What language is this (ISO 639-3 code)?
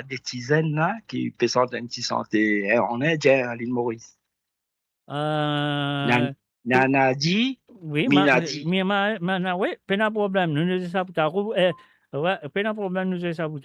mfe